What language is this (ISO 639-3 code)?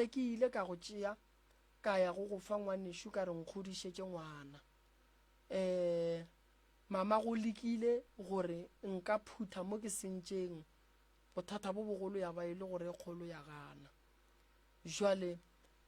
nso